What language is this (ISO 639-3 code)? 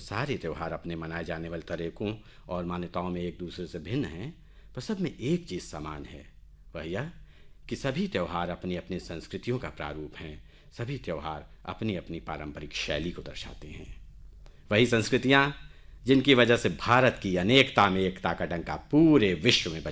hin